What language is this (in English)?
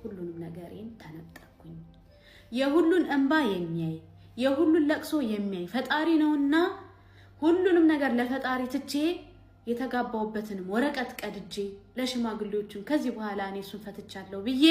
Amharic